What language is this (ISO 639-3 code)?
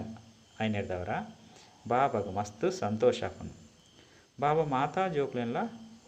tcy